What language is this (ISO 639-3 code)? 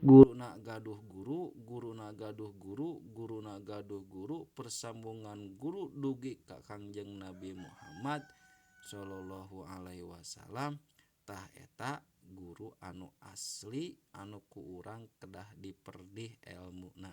sun